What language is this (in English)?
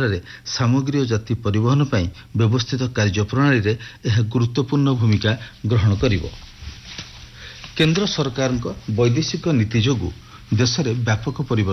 Odia